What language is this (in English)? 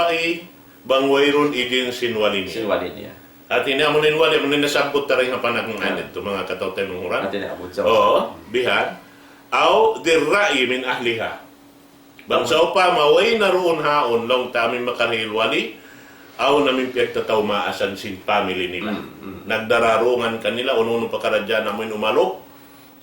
Tausug